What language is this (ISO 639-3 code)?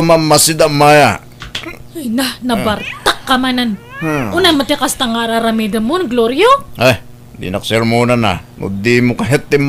ilo